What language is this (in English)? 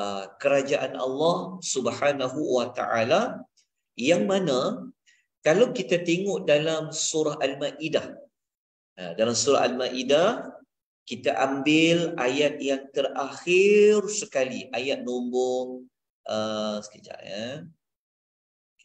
Malay